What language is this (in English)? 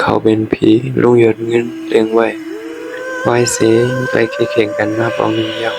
Shan